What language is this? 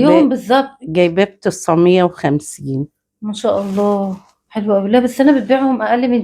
Egyptian Arabic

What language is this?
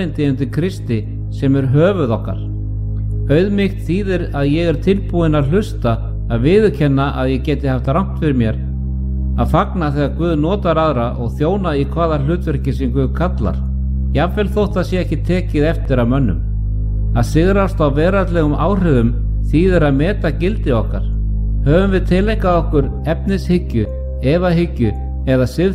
Icelandic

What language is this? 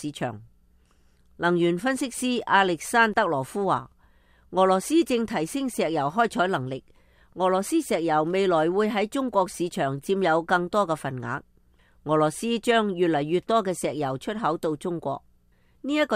Cantonese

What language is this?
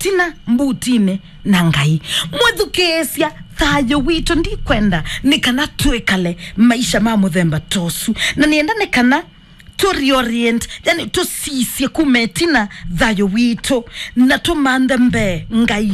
Kamba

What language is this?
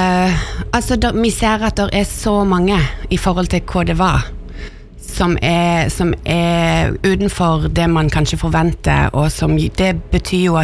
Norwegian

